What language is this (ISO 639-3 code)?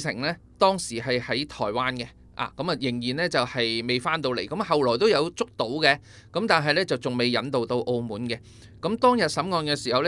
yue